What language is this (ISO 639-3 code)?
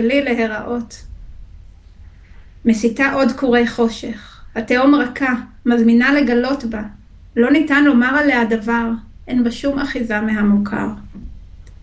heb